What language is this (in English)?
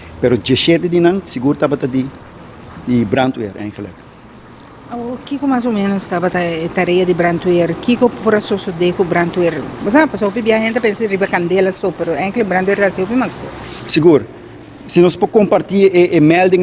Papiamento